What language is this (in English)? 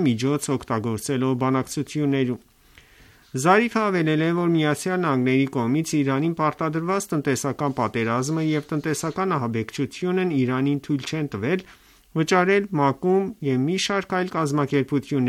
Armenian